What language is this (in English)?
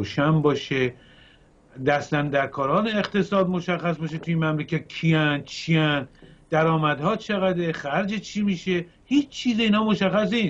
Persian